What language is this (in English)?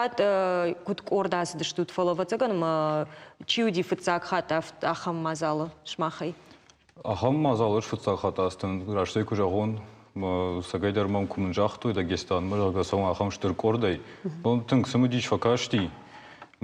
Ossetic